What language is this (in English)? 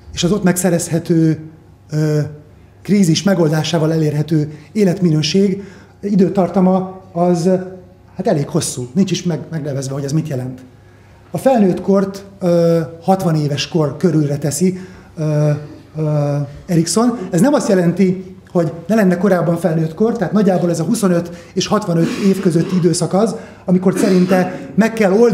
Hungarian